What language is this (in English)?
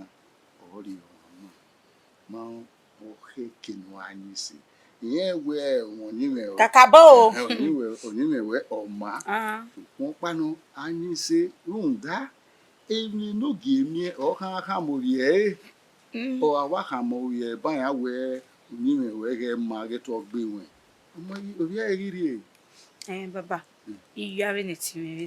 Bini